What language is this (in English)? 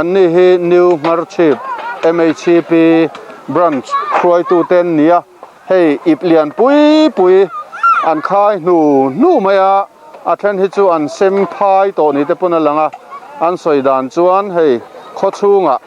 Mizo